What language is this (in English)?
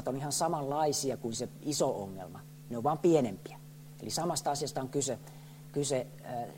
Finnish